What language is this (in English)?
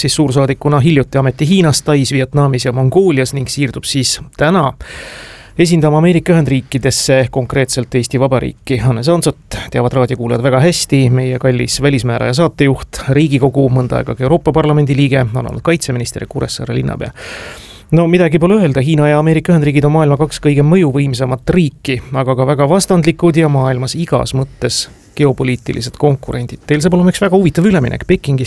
Estonian